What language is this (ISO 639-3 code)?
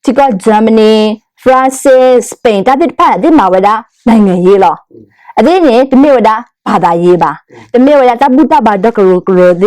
ksw